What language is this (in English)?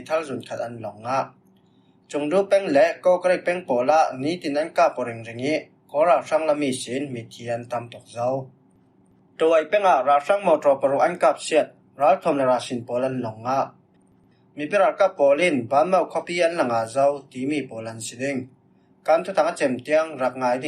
Falam Chin